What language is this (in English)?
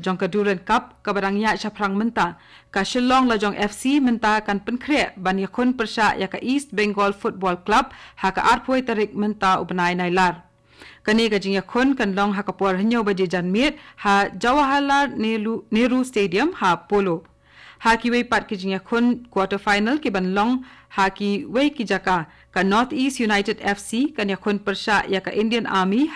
Khasi